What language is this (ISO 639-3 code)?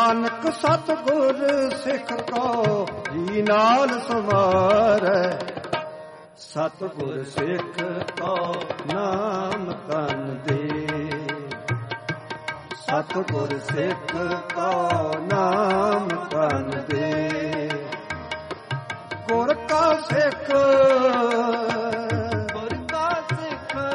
pan